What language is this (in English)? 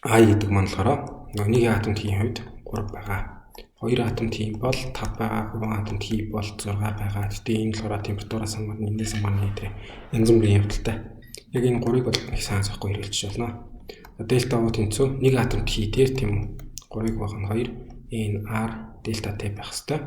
Mongolian